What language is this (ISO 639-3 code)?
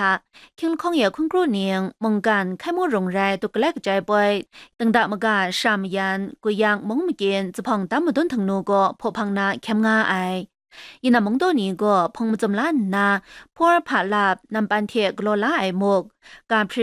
kac